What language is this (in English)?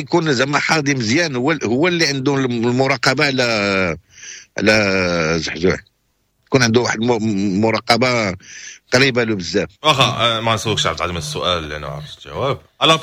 Moroccan Arabic